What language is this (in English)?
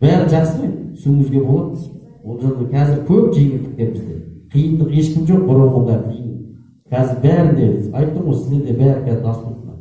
Kazakh